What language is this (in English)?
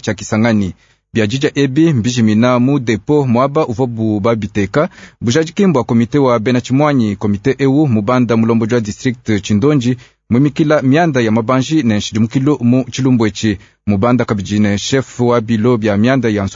Luba-Lulua